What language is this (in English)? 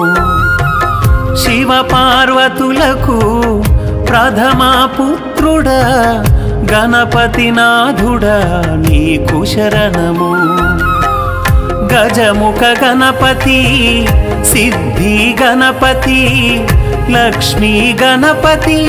Telugu